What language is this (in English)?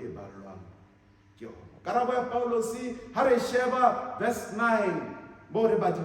Southern Sotho